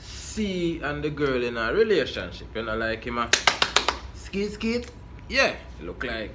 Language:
Jamaican Creole English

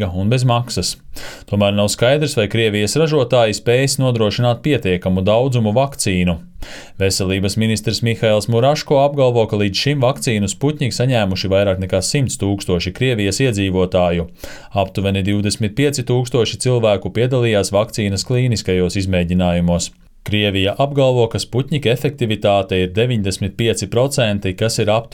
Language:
Latvian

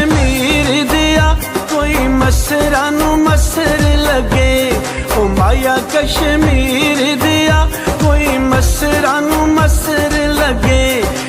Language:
Pahari-Potwari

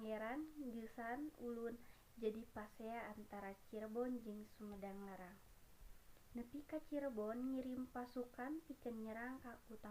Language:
Sundanese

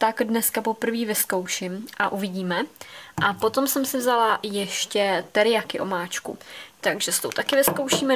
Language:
Czech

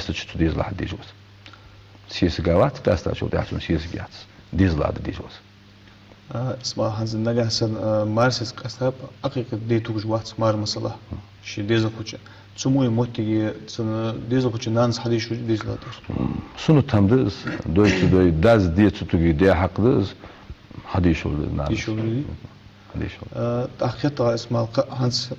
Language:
Ingush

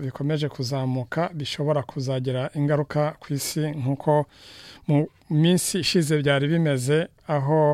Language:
Kinyarwanda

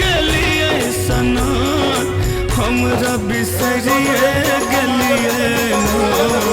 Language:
Maithili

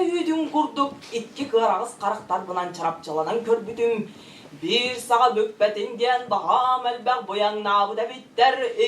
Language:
Tuvinian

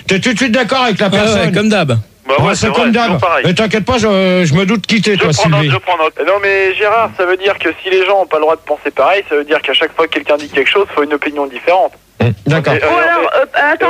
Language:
French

